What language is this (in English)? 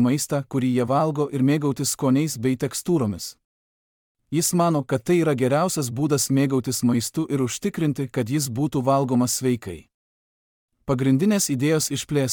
Lithuanian